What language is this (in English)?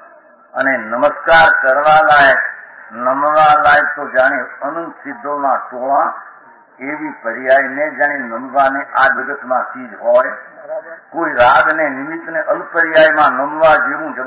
Gujarati